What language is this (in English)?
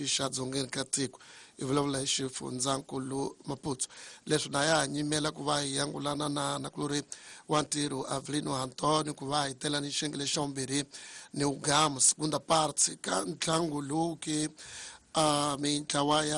Tsonga